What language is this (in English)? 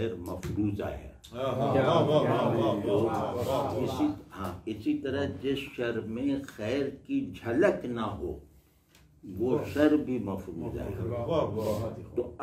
Urdu